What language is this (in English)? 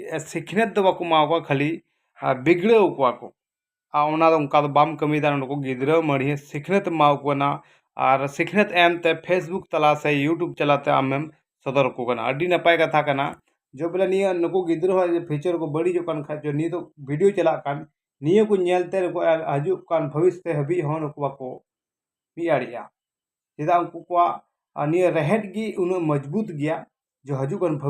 Santali